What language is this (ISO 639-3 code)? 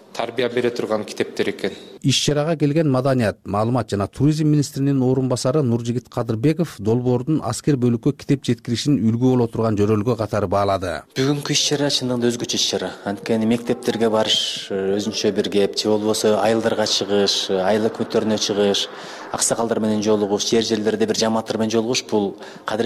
kir